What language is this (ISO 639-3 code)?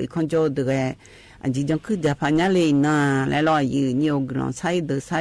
ahk